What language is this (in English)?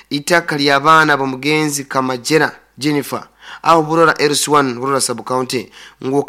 Nyankole